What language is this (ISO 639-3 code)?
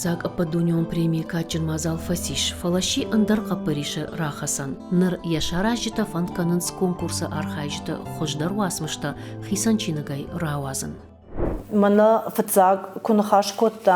oss